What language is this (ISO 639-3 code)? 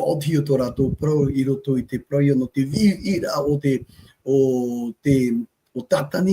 tah